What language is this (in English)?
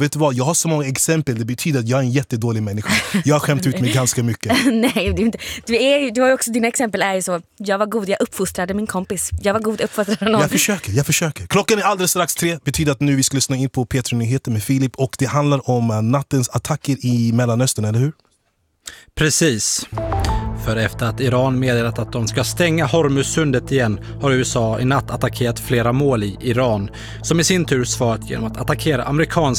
Swedish